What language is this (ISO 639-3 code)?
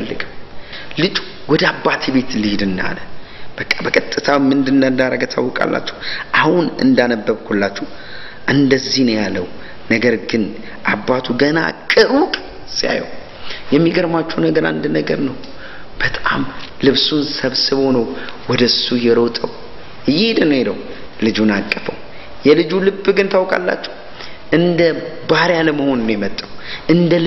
amh